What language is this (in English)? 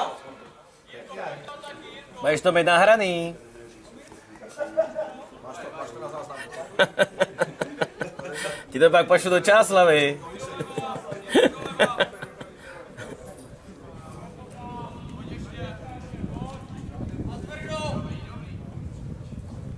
Czech